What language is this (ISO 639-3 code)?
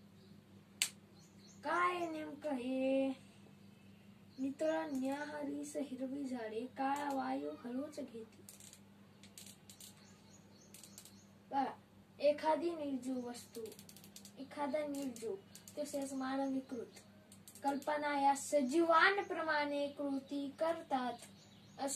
mar